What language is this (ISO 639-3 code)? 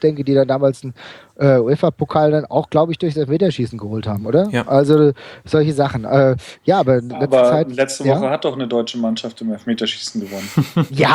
deu